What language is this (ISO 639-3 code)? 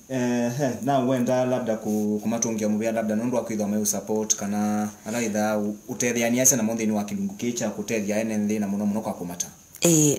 kam